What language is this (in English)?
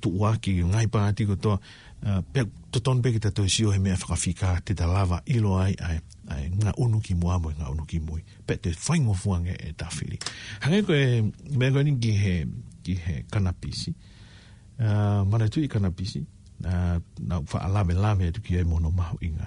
Tongan